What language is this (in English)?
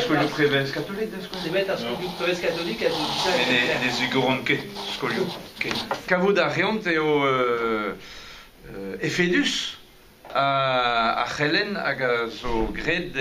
Breton